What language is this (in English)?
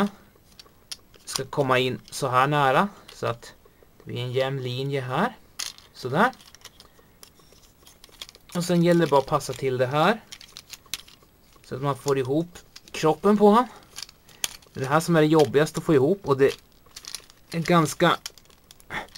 Swedish